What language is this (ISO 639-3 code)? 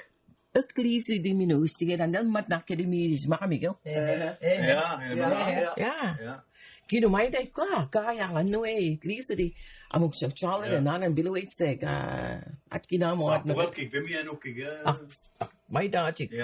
mic